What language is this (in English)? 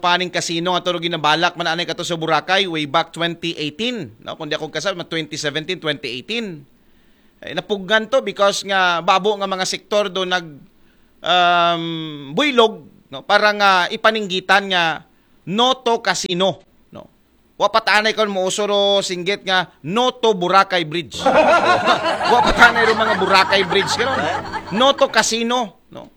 Aklanon